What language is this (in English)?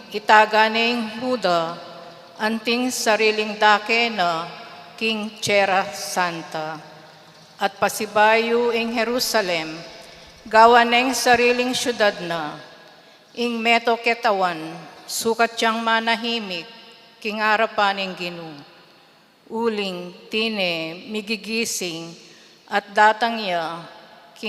Pampanga